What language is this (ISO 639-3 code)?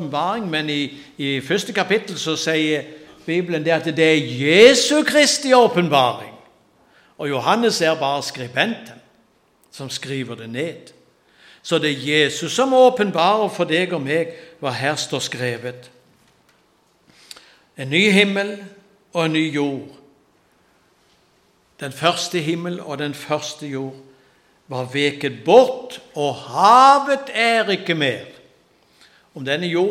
nor